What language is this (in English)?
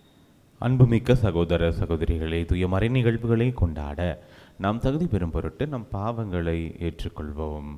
Tamil